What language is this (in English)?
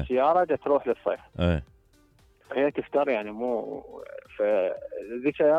Mesopotamian Arabic